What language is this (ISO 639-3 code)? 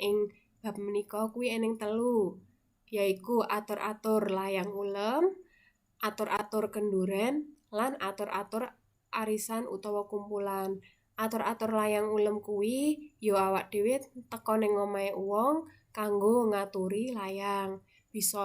jav